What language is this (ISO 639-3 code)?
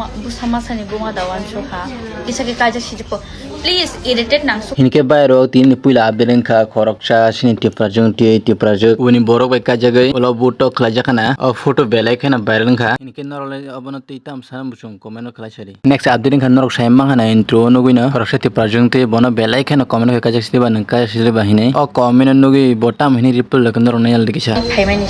trp